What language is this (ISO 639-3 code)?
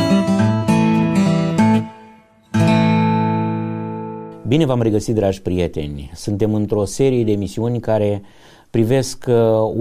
ron